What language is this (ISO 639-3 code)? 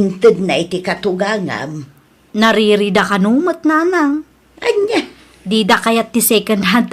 ilo